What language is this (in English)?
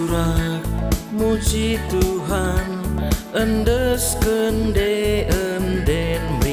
Batak Karo